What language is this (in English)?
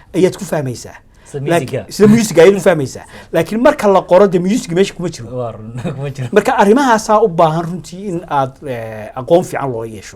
Somali